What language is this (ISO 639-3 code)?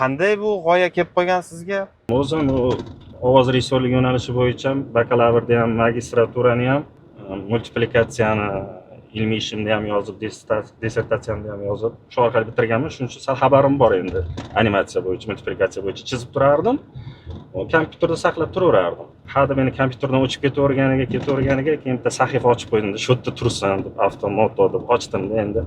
uzb